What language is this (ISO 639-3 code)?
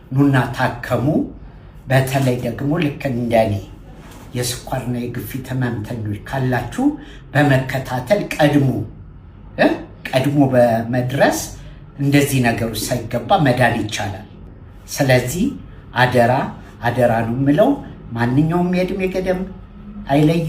amh